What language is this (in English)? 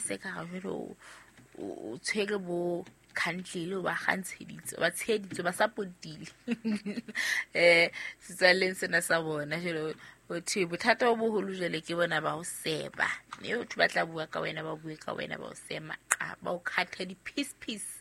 Southern Sotho